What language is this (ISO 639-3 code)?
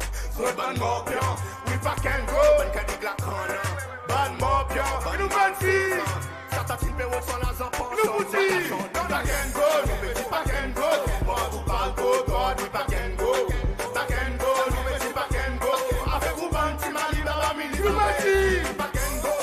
crs